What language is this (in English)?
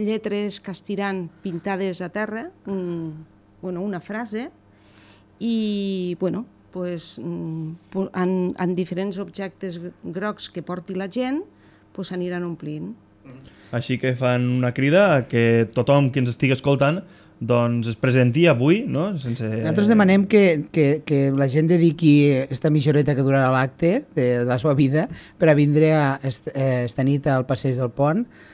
Catalan